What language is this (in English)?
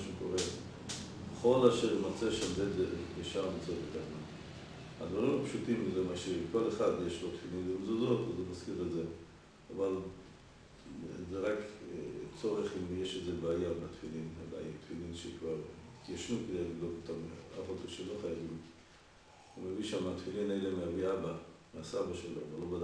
Hebrew